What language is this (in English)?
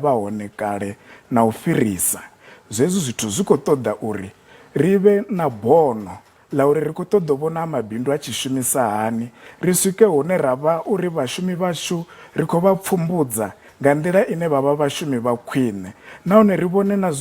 Venda